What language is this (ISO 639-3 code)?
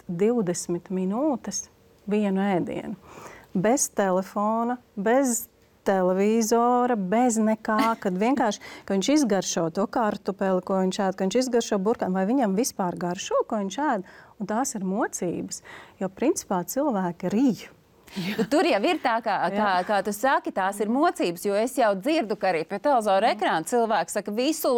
lav